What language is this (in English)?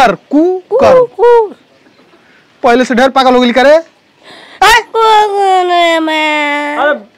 Bhojpuri